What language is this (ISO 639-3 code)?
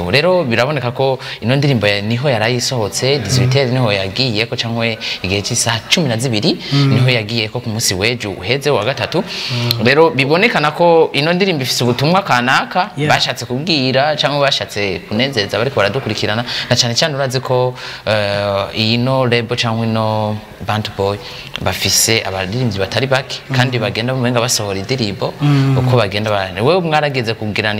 run